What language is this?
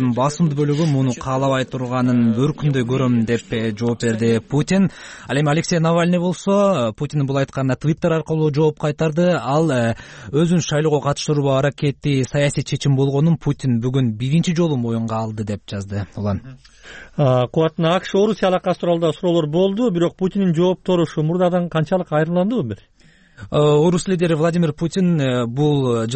Kyrgyz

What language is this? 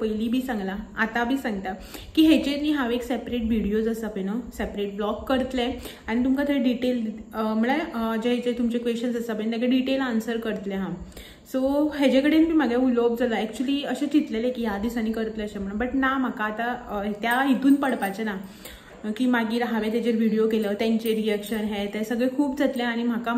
Konkani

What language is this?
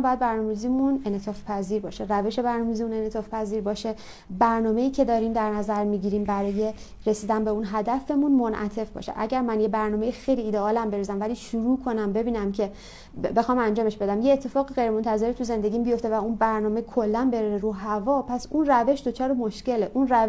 Persian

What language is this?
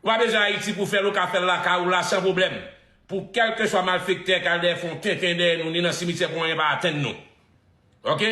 Haitian Creole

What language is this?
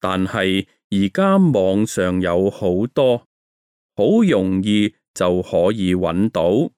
Cantonese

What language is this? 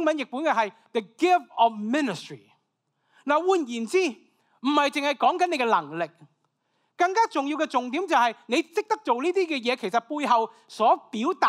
Cantonese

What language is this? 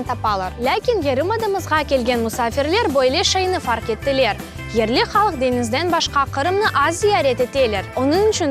Crimean Tatar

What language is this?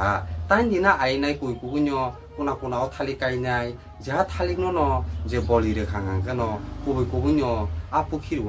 Kok Borok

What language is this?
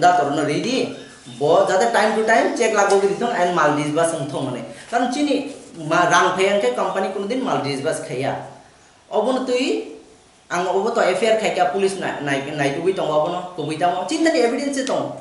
Kok Borok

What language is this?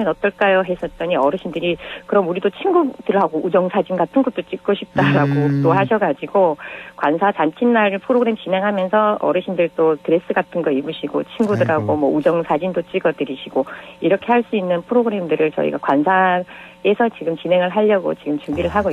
Korean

